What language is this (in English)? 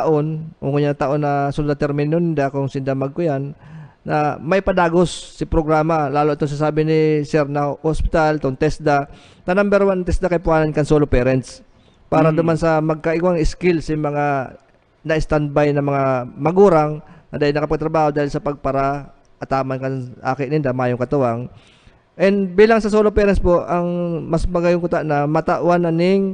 Bikol